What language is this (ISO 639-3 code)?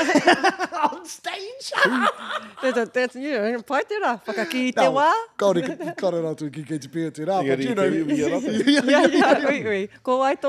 mri